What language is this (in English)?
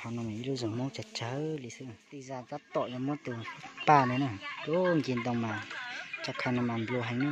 Hmong